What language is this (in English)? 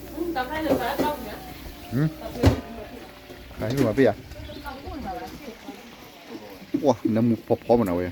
S'gaw Karen